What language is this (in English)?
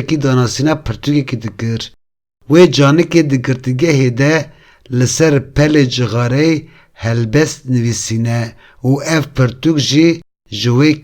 Kurdish